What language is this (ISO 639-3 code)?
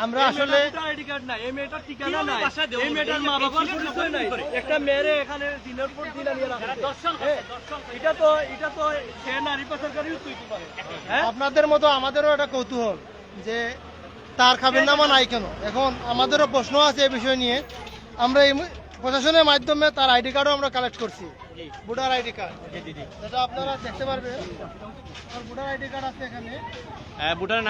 syl